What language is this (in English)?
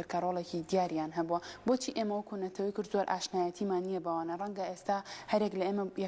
Central Kurdish